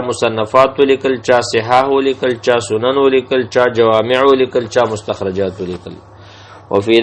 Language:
Pashto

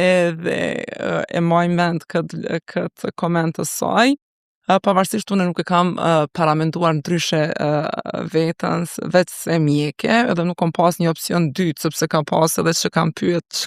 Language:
Albanian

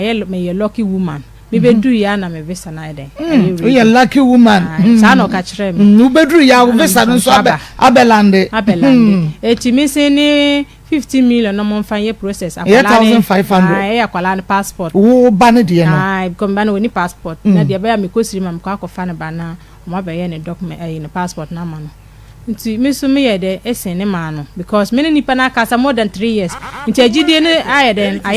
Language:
Akan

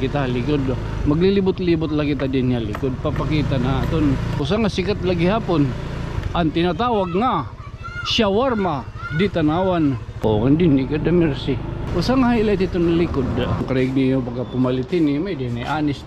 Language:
Waray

